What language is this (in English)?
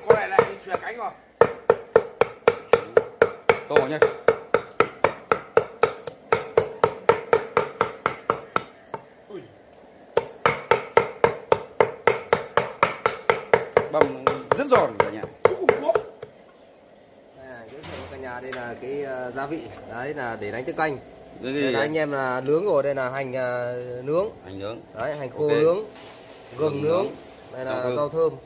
Vietnamese